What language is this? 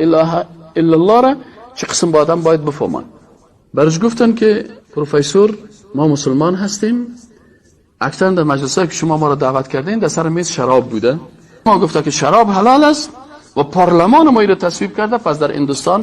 Persian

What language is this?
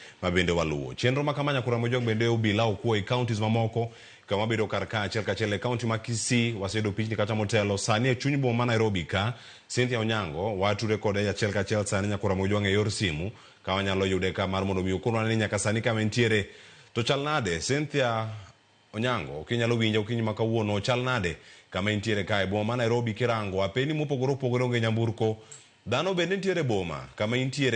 Luo (Kenya and Tanzania)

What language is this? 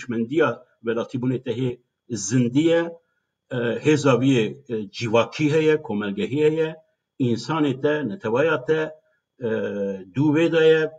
Kurdish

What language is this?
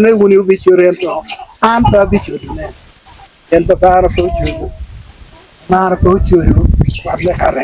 Acoli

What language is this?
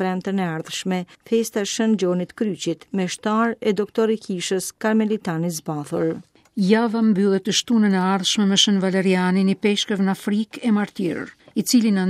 Albanian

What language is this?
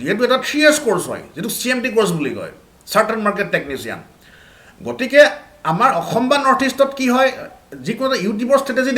Assamese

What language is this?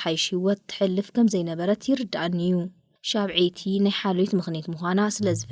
Tigrinya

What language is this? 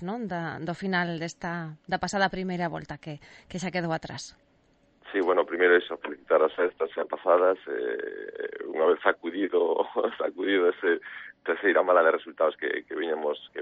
Galician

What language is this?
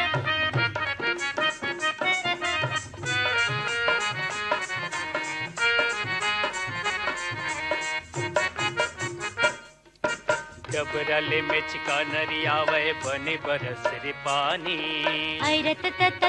Chhattisgarhi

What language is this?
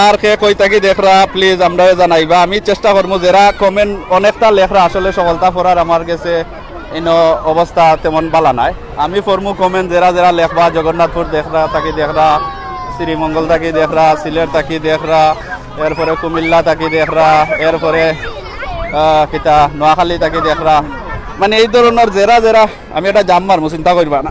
Sylheti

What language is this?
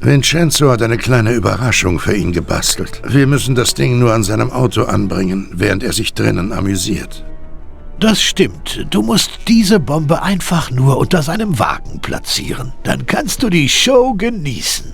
Bavarian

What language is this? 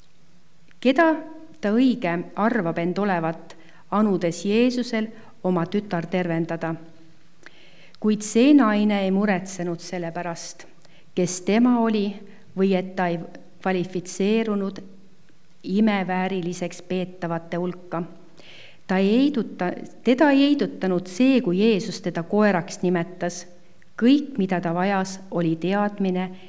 Estonian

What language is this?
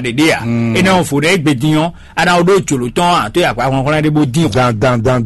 Fon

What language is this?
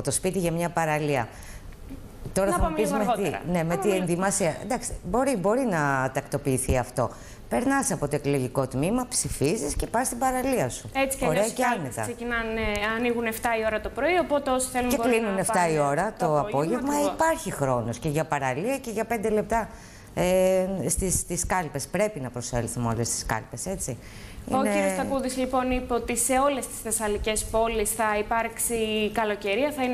Greek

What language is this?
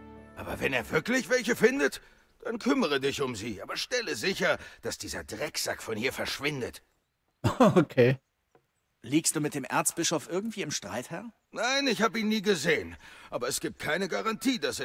German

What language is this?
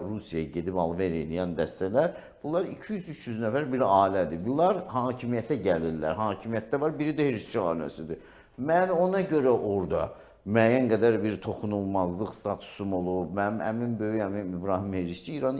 Azerbaijani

